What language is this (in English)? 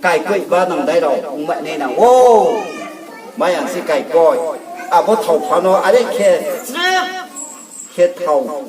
Riang (India)